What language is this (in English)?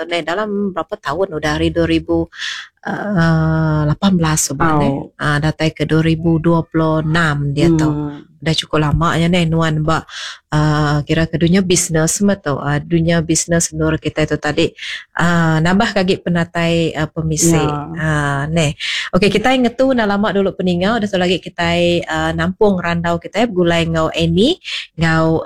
Iban